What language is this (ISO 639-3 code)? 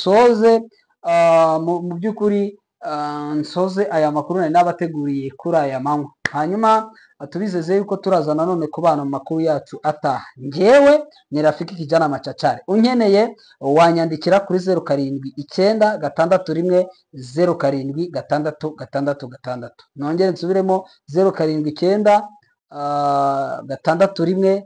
kin